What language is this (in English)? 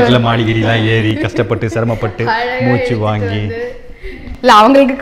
Tamil